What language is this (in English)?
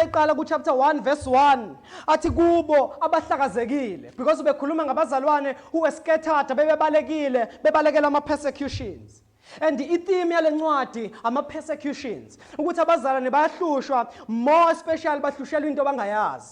Zulu